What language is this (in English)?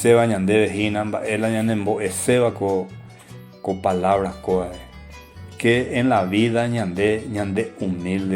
Guarani